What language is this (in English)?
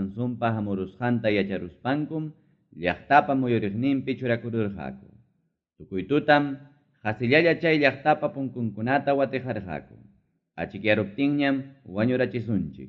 Ayacucho Quechua